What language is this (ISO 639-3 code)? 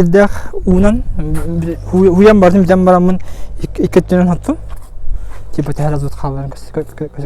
sah